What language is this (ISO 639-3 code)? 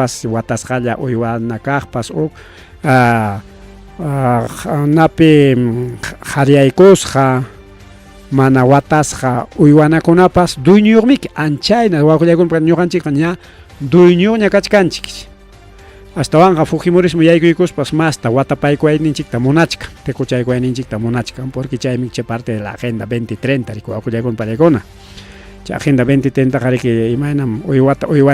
quy